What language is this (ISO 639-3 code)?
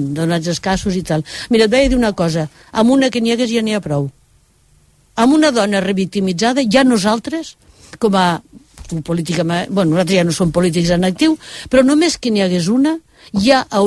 cat